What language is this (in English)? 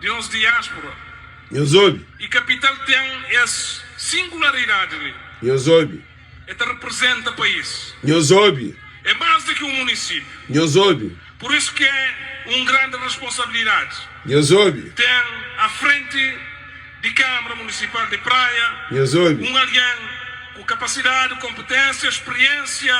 Kabuverdianu